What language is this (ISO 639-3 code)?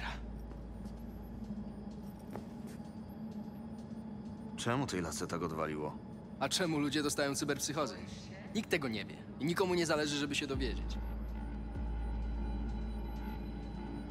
pol